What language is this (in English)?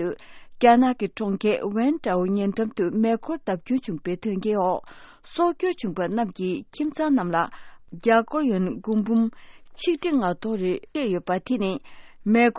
Tibetan